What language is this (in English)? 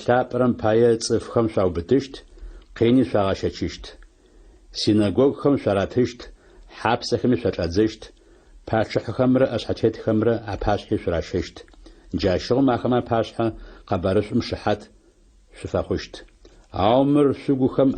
Adyghe